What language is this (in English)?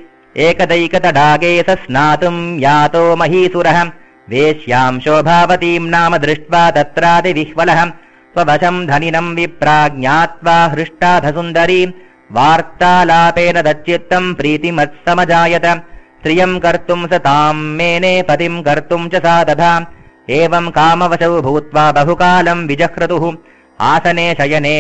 Sanskrit